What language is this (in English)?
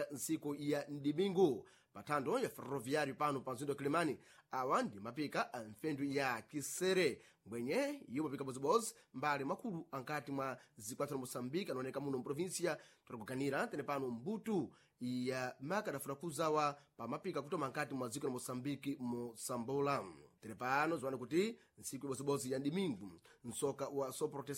Sena